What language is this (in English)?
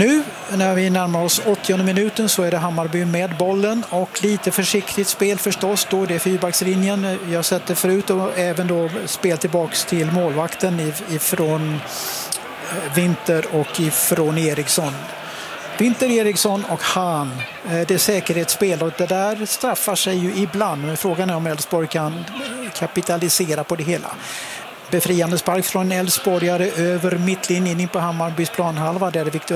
Swedish